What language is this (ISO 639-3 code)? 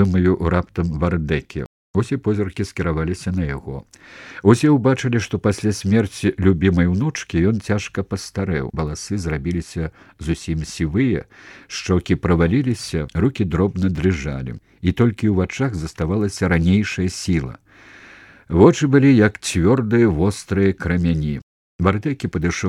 bel